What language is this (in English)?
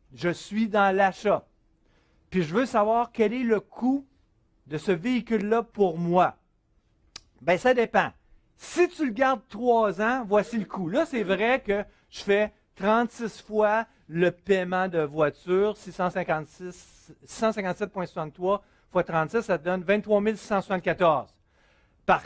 French